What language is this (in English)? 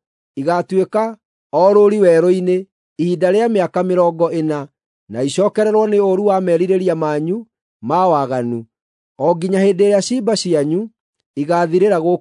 Kikuyu